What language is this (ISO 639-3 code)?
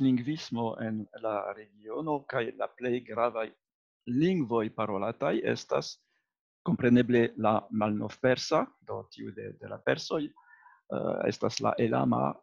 epo